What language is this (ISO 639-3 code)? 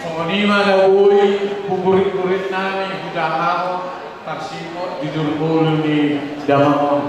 bbc